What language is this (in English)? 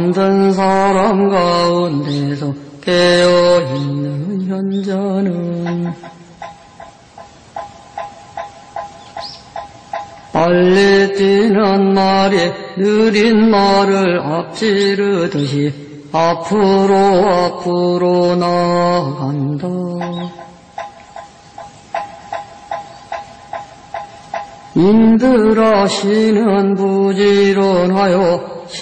Korean